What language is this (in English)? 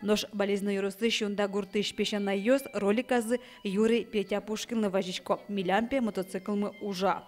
Udmurt